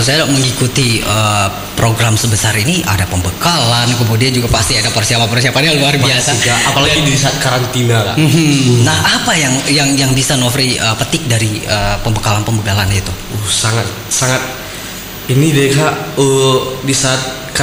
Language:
Indonesian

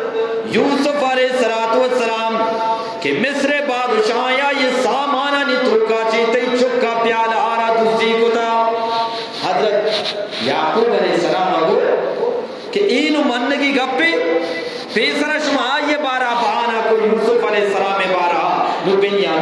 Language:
Eastern Balochi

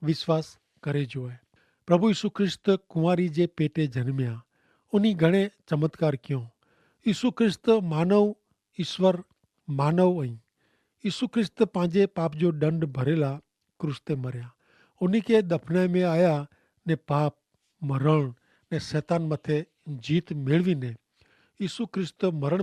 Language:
Kachhi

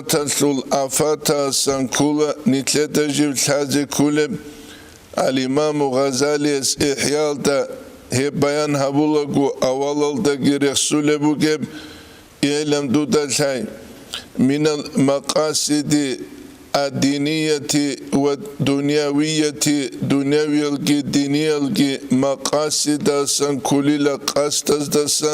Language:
Avaric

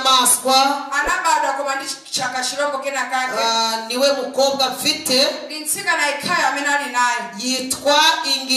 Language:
Kinyarwanda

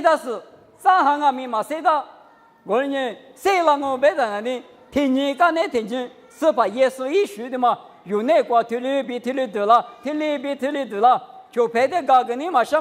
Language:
Lisu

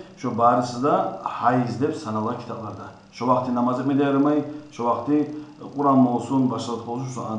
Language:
Kumyk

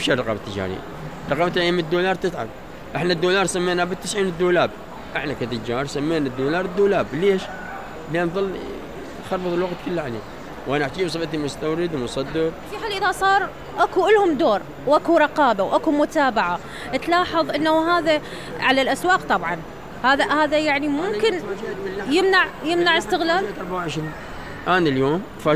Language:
Mesopotamian Arabic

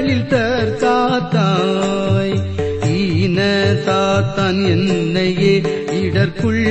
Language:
Tamil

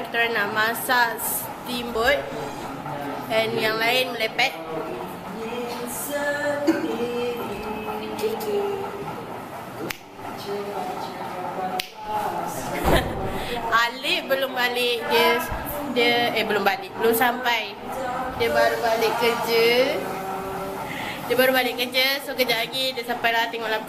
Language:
Malay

